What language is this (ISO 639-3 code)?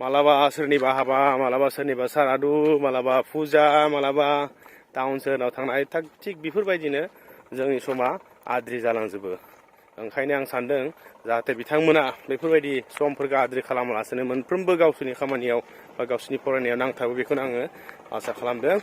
brx